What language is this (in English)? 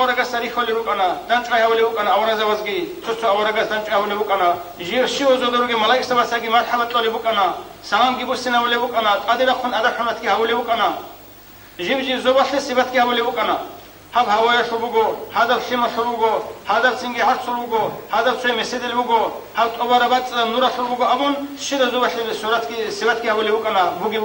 Avaric